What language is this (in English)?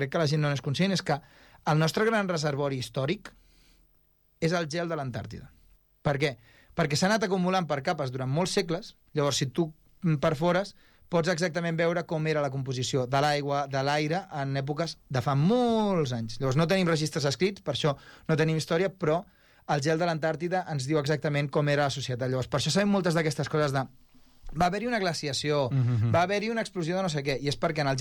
Catalan